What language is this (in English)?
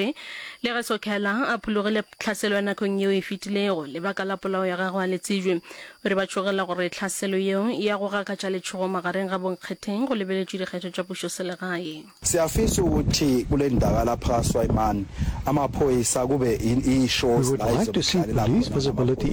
Northern Sotho